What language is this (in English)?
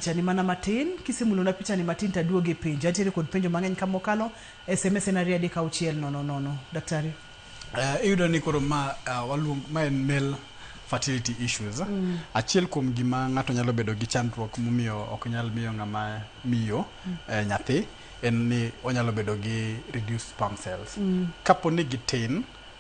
Luo (Kenya and Tanzania)